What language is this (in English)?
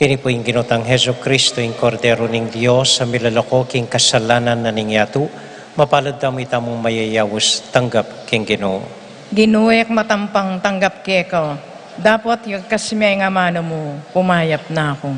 Pampanga